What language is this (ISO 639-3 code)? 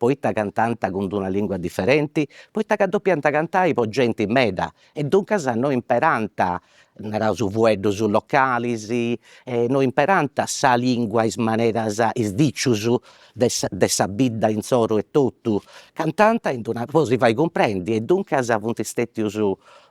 srd